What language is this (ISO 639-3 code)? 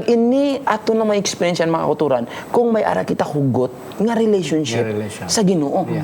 hil